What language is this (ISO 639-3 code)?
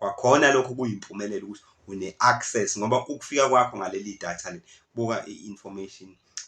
zul